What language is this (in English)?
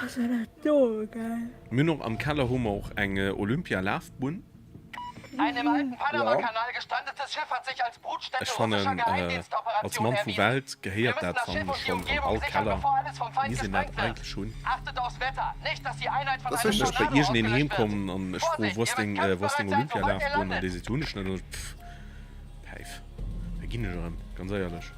Luxembourgish